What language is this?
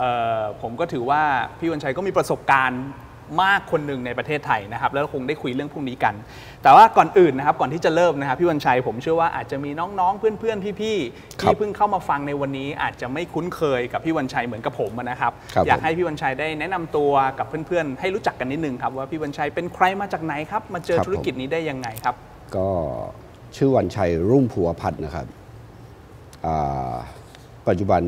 Thai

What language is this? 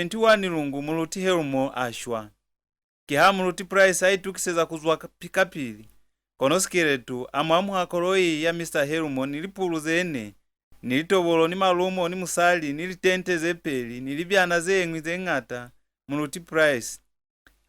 Lozi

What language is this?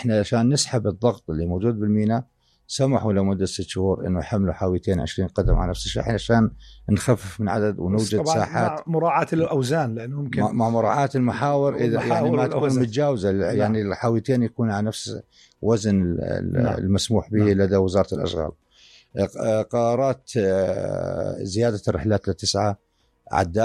North Levantine Arabic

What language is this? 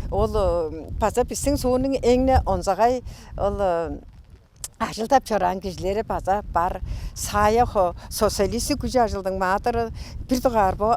Tuvinian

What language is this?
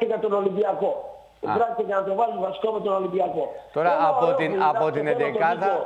Greek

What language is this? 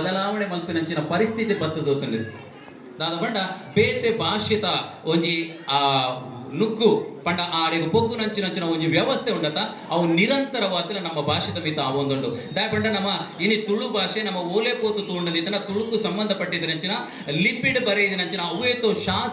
Tulu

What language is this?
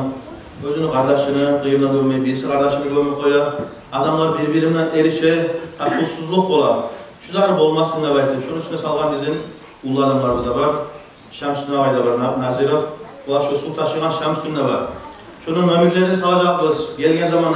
Kumyk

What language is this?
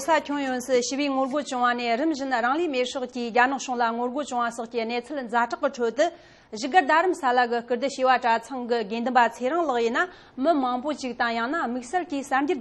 Tibetan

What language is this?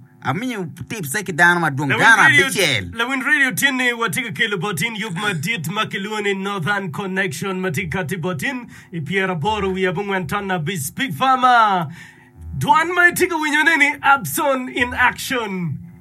Acoli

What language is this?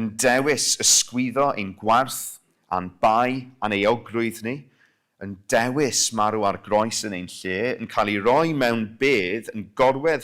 Welsh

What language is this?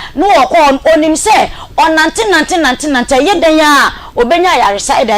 Akan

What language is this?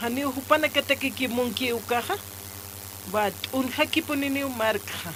Aymara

